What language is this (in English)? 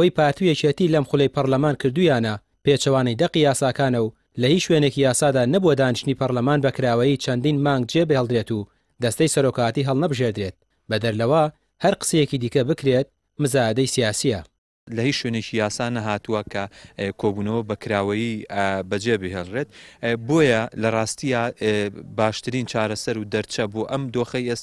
Central Kurdish